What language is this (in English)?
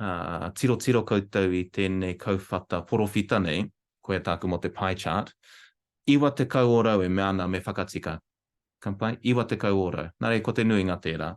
Māori